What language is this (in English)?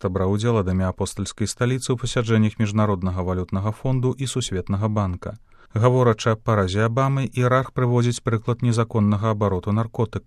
Belarusian